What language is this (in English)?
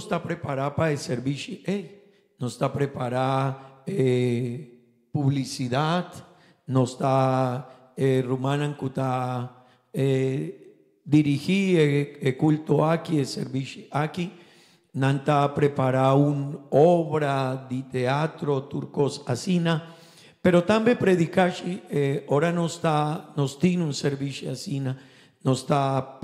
Papiamento